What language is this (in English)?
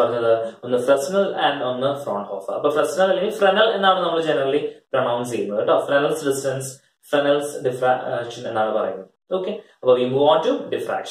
Malayalam